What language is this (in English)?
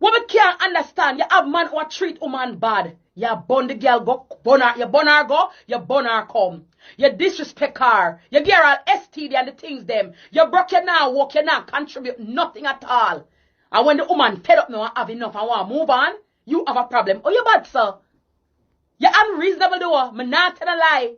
Jamaican Creole English